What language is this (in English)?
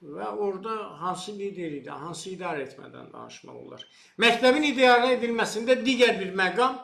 Azerbaijani